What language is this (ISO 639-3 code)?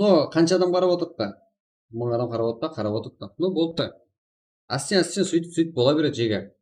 kaa